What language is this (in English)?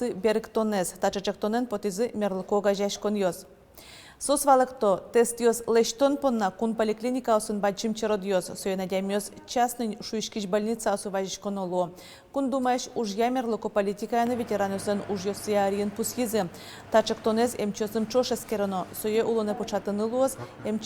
Udmurt